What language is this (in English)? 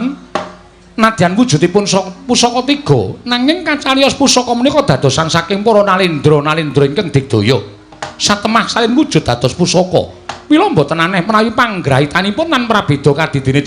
Javanese